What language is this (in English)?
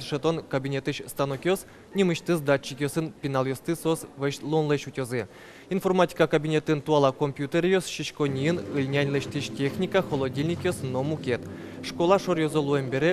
Udmurt